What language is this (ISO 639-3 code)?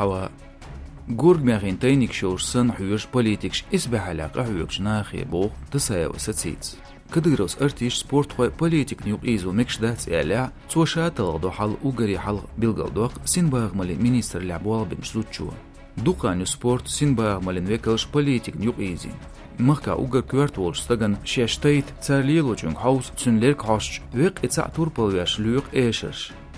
che